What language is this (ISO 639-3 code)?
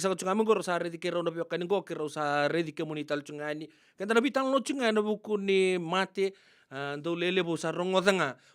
fij